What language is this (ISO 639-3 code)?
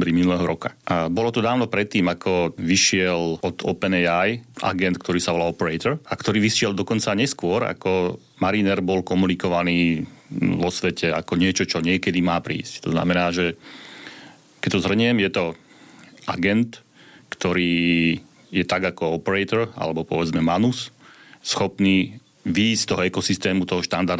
slk